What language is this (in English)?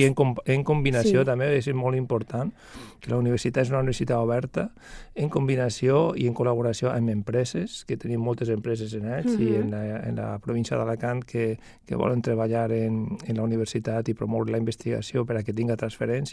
Catalan